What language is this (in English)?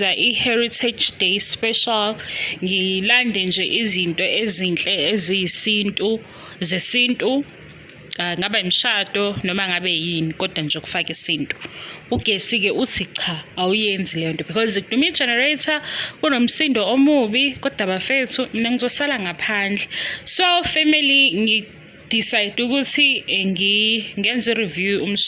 Zulu